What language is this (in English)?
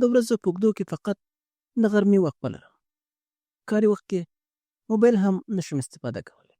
Pashto